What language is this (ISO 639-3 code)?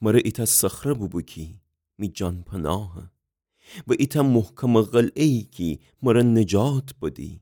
glk